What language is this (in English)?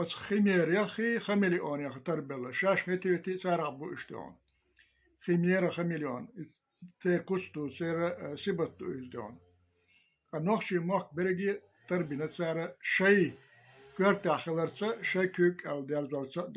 Chechen